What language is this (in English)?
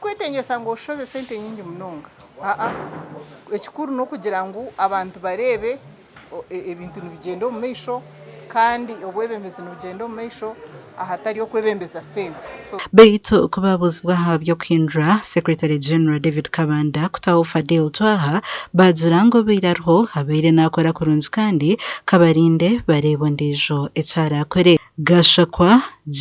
Nyankole